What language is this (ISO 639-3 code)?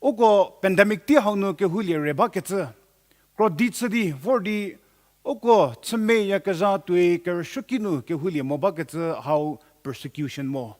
njm